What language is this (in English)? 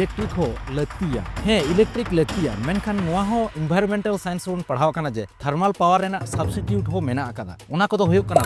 Santali